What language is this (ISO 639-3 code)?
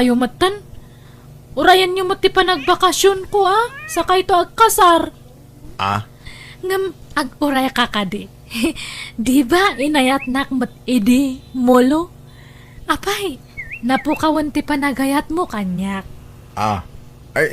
ilo